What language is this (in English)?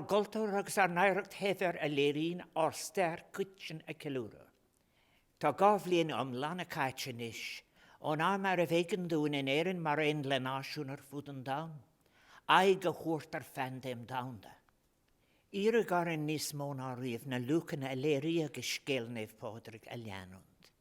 Irish